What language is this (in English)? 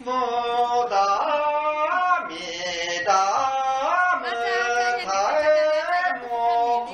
Lahu